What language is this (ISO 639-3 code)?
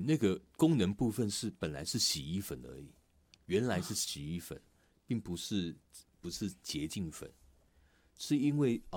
zho